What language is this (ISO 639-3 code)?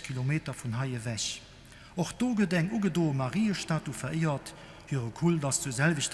ltz